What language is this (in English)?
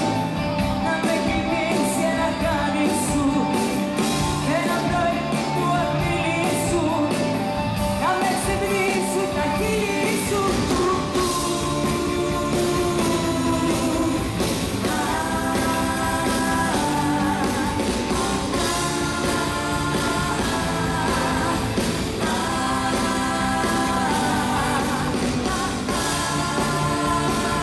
Greek